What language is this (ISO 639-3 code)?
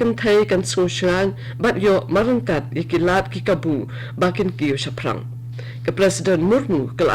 kha